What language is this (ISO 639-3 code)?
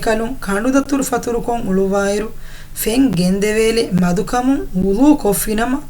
div